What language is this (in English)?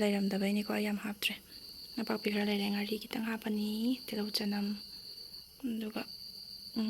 Manipuri